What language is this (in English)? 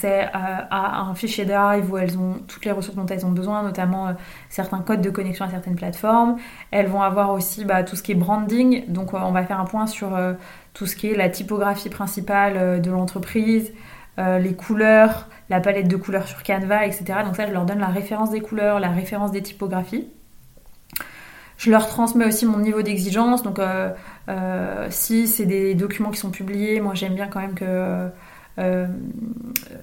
French